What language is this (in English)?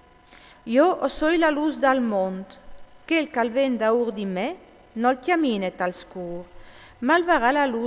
Friulian